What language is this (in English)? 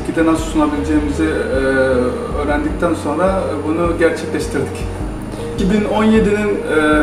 Turkish